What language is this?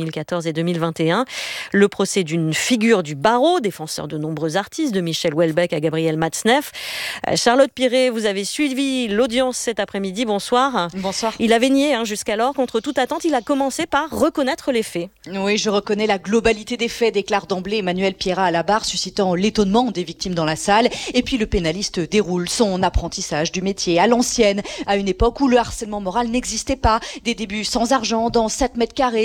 French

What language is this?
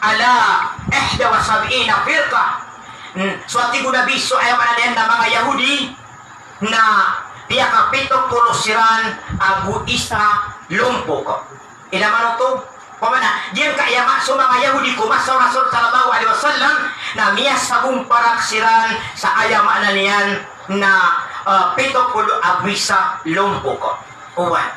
Maranao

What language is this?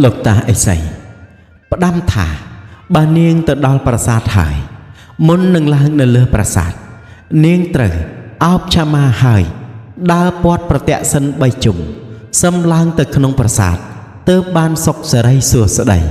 Khmer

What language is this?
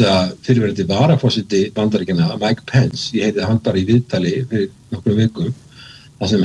Icelandic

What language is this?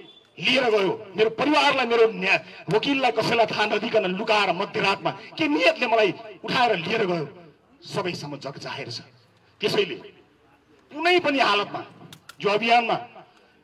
Nepali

